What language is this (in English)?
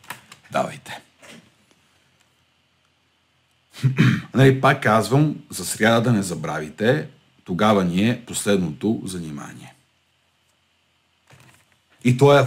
Bulgarian